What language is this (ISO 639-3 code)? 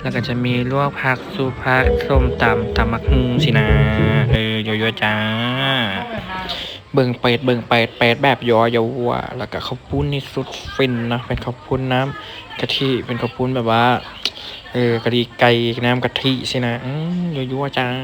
lao